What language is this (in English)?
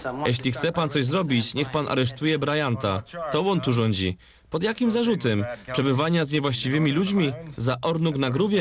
Silesian